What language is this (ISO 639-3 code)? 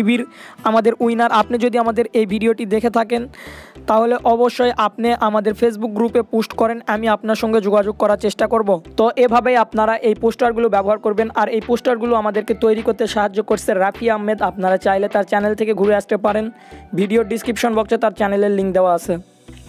ben